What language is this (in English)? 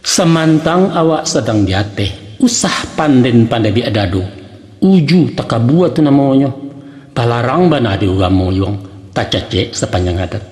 Minangkabau